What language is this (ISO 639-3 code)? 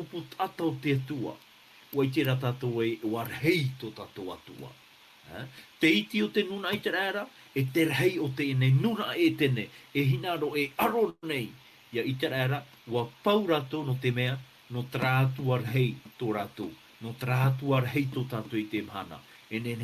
tah